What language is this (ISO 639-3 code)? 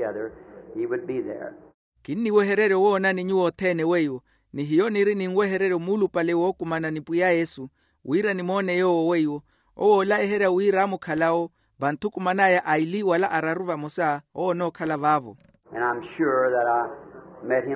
vmw